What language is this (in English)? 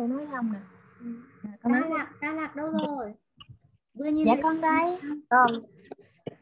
Vietnamese